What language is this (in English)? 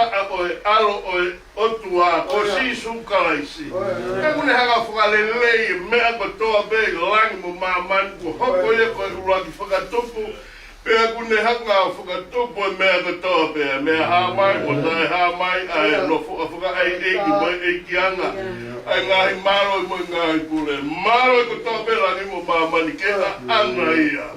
Tongan